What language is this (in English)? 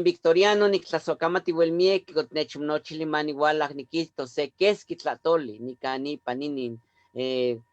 Eastern Huasteca Nahuatl